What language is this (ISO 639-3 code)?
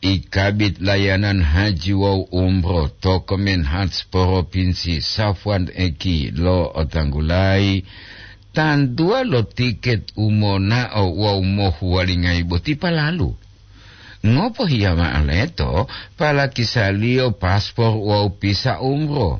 gor